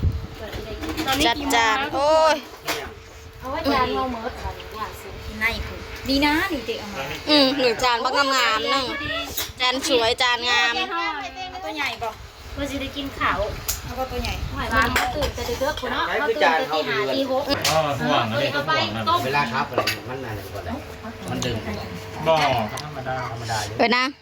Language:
Lao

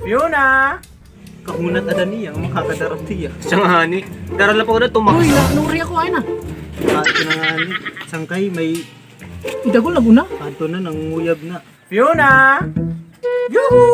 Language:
Waray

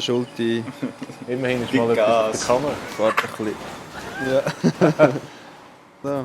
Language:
Swiss German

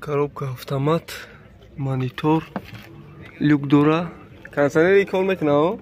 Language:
Tajik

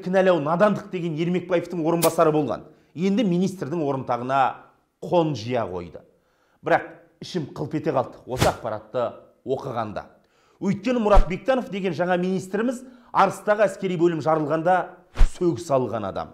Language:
Kazakh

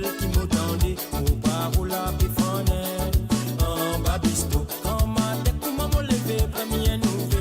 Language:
Morisyen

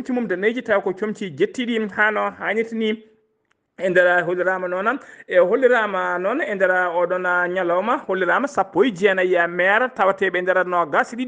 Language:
Fula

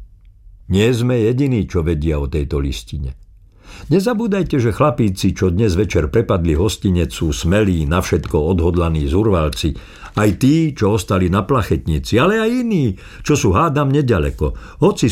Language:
Slovak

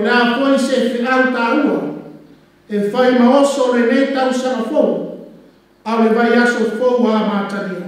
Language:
Samoan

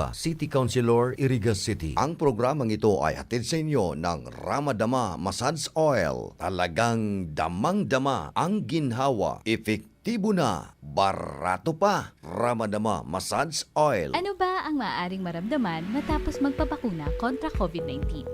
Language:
Bikol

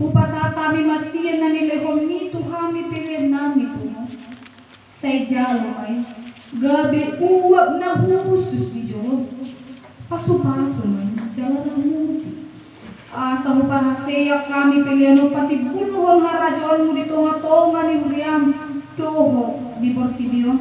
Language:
Batak Toba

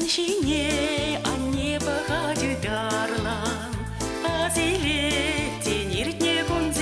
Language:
Chuvash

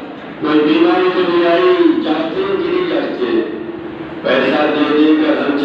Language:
Urdu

